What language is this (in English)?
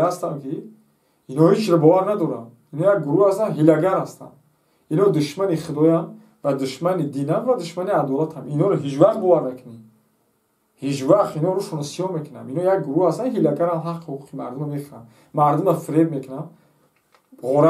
Tajik